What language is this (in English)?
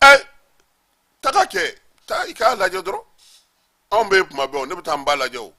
Bambara